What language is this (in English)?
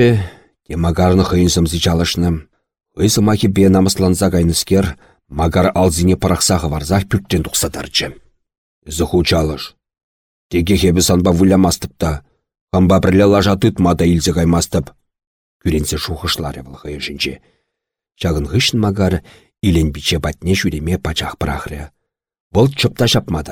Chuvash